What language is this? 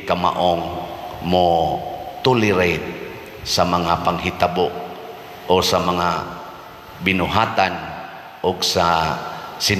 Cebuano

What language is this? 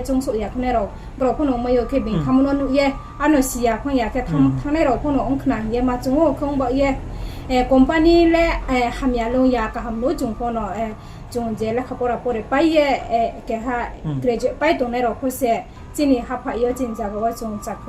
Riang (India)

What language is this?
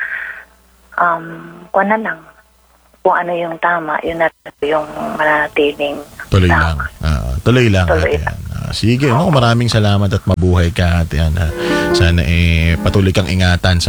Filipino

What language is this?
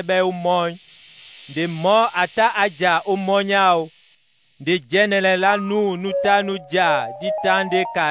Duala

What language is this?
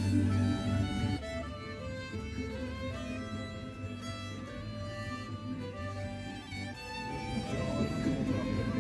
Swedish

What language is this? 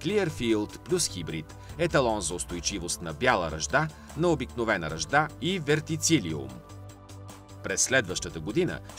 Bulgarian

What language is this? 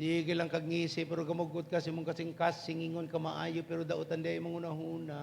Cebuano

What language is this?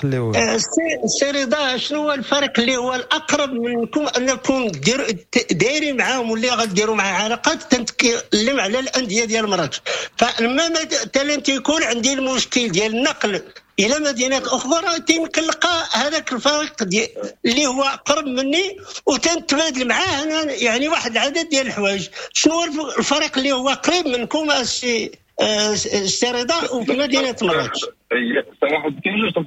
Moroccan Arabic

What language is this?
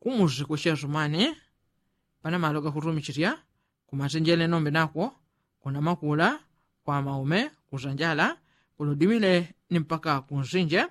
Yao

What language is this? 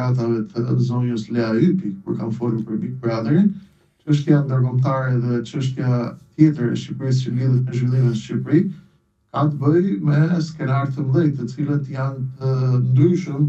Albanian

